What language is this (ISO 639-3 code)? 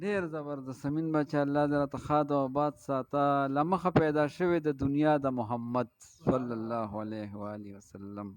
pus